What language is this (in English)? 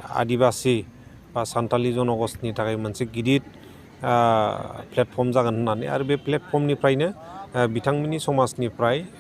Bodo